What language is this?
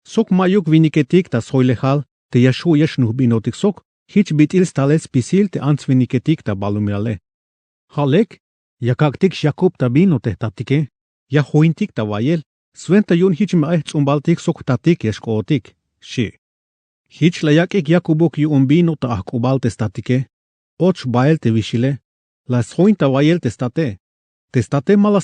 Tzeltal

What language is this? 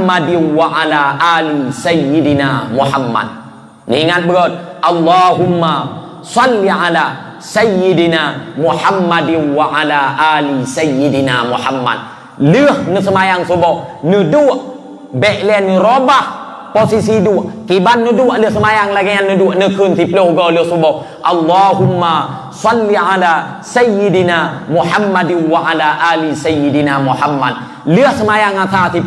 Achinese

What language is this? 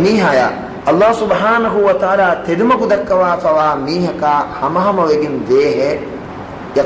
Divehi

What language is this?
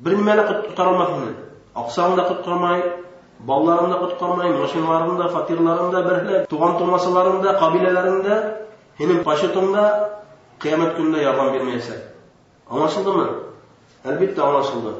Bashkir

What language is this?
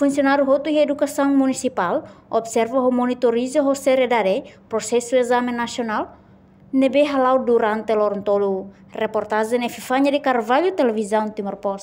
Tetum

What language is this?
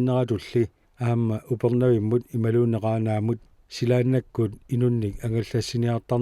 Kalaallisut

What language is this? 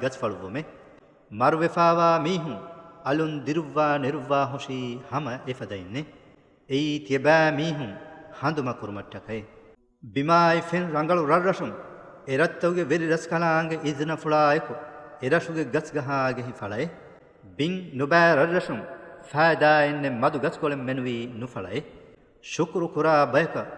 Divehi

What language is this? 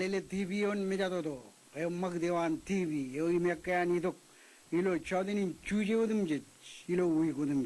Marshallese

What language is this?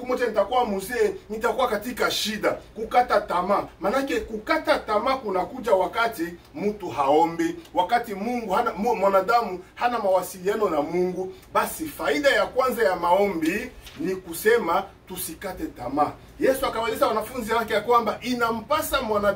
Swahili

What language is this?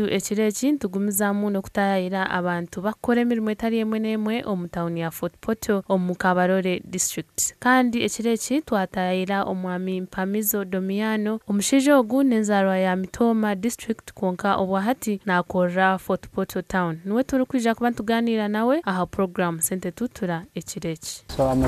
Nyankole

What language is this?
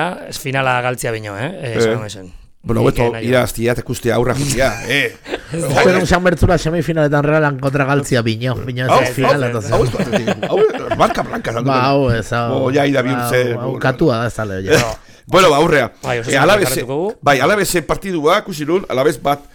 Basque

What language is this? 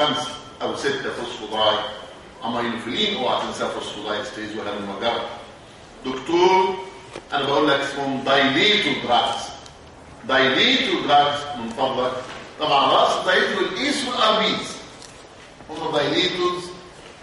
Egyptian Arabic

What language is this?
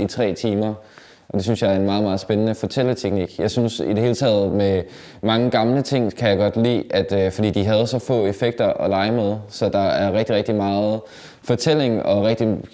Danish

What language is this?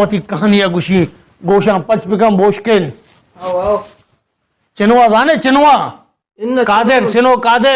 Baluchi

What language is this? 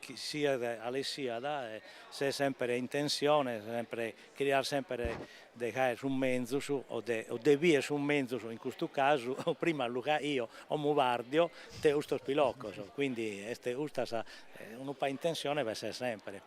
Sardinian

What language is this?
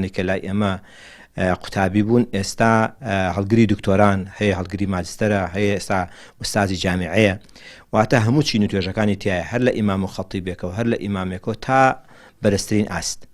Central Kurdish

